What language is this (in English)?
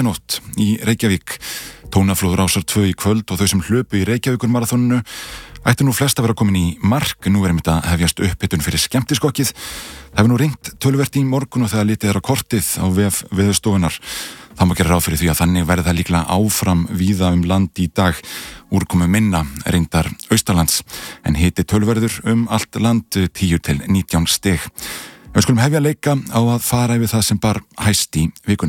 Icelandic